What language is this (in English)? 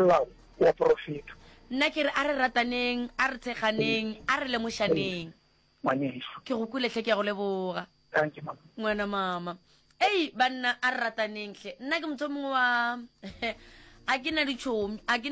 Northern Sotho